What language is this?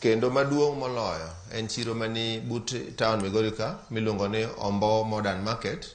Luo (Kenya and Tanzania)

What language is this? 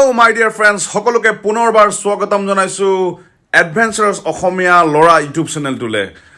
Assamese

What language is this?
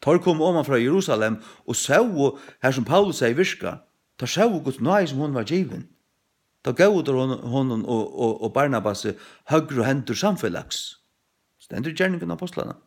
Faroese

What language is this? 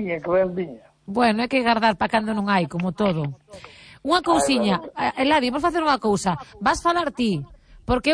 Galician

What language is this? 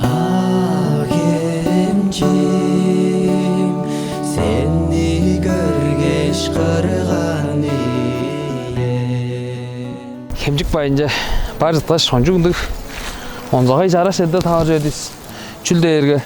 Tuvinian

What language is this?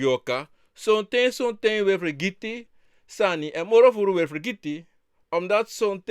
Sranan Tongo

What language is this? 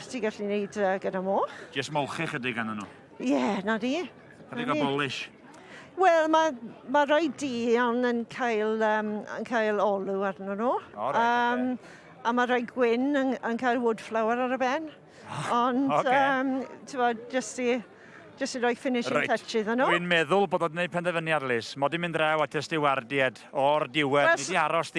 Welsh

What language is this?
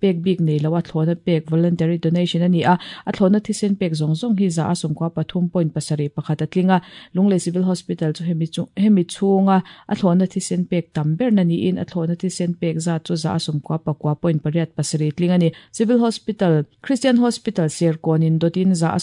Mizo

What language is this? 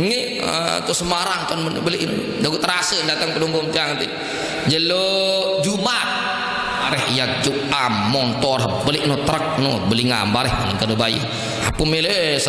Sasak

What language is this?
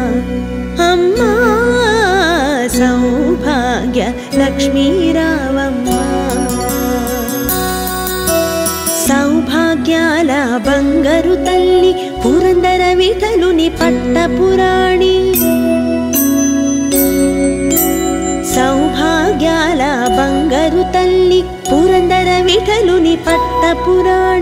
Telugu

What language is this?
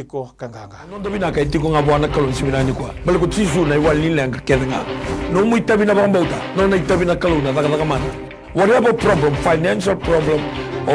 Fijian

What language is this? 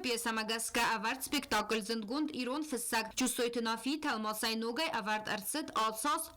Ossetic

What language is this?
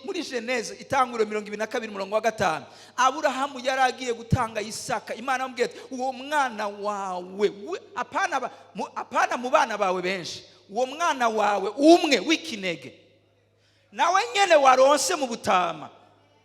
Rundi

